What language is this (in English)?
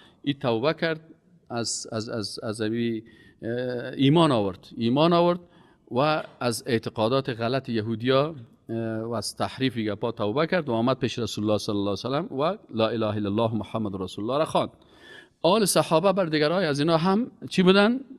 Persian